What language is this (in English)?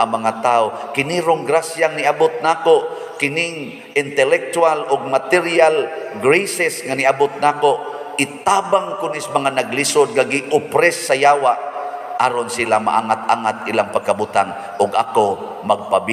Cebuano